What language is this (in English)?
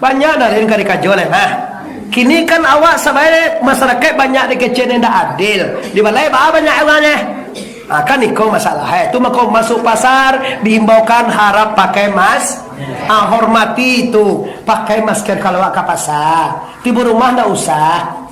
Minangkabau